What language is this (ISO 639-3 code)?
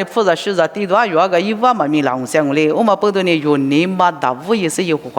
lis